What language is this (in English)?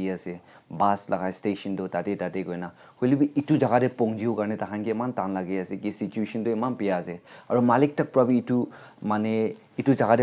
Naga Pidgin